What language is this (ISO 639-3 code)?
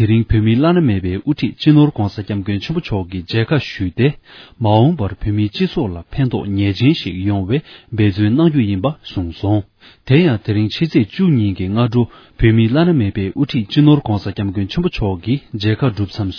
bod